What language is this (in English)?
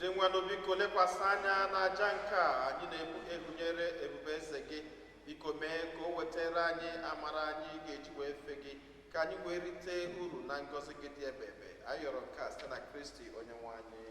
Igbo